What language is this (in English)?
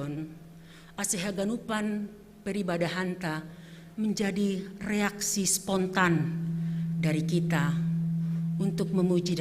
Batak Simalungun